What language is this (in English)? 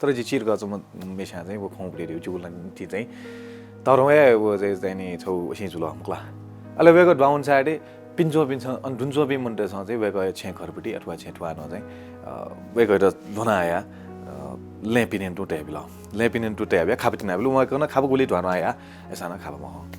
Newari